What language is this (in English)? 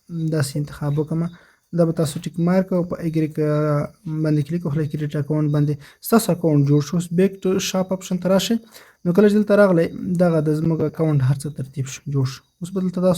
Pashto